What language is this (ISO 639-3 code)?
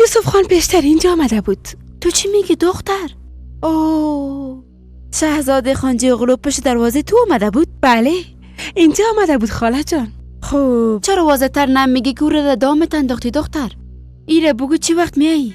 fas